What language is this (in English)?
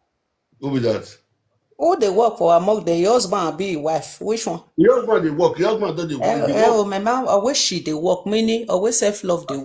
Nigerian Pidgin